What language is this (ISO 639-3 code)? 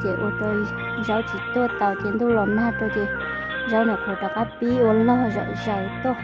hmn